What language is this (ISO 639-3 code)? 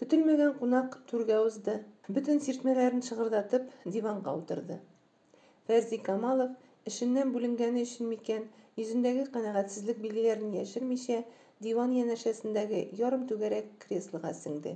tat